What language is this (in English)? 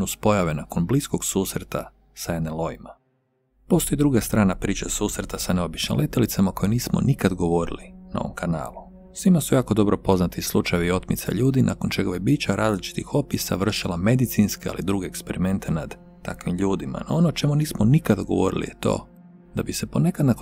Croatian